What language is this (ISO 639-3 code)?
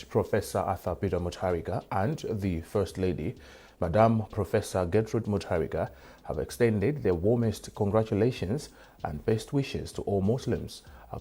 eng